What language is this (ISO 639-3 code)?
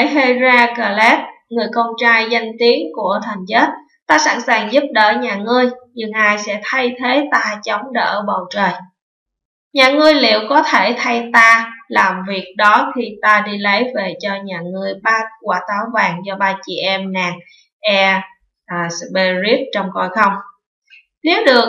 vie